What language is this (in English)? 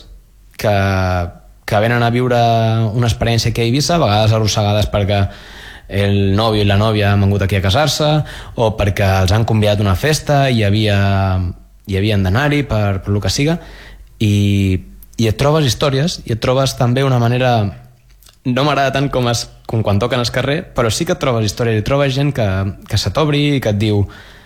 Catalan